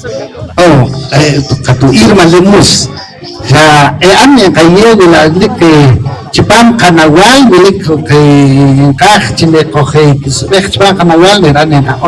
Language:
Poqomchi'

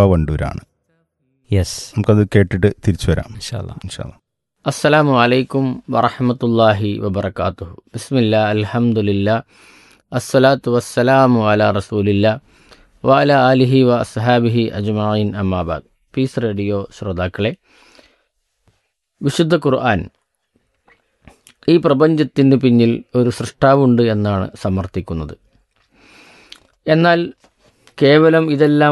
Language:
Malayalam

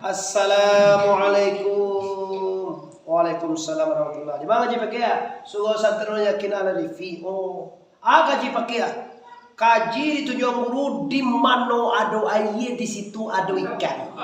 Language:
Minangkabau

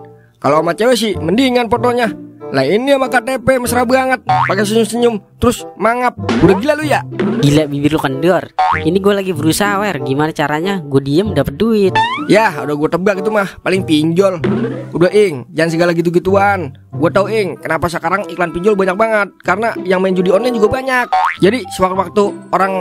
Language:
Betawi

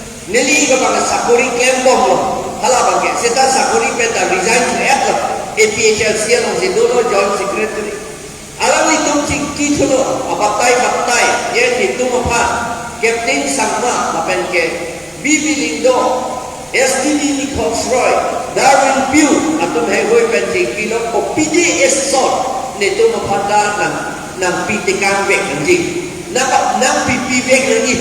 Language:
Karbi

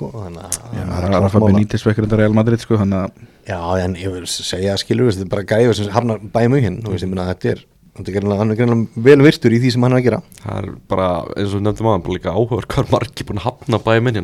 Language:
Icelandic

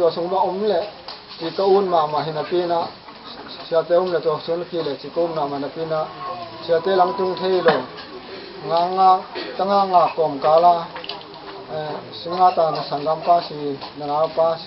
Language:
Tedim Chin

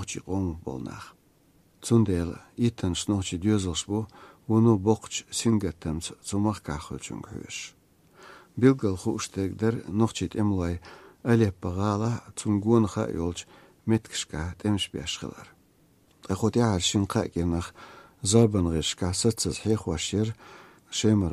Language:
Chechen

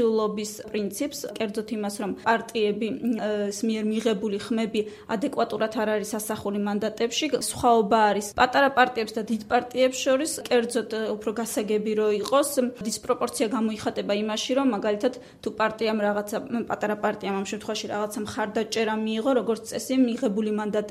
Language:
Georgian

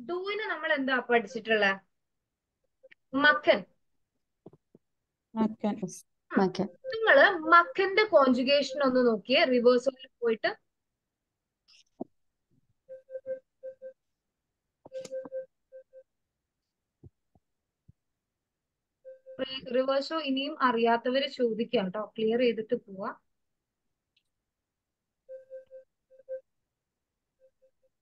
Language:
Malayalam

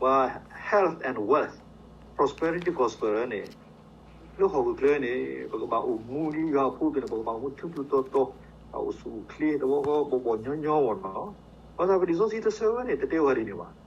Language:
S'gaw Karen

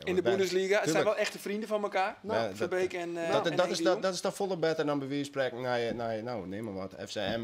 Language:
Western Frisian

